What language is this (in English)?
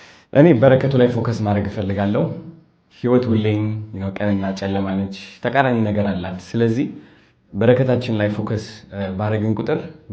Amharic